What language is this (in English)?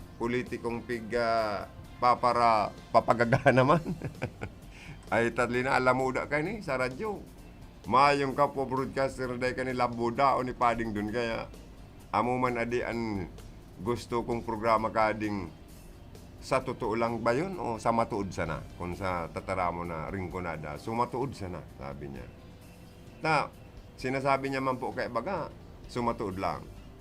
Bikol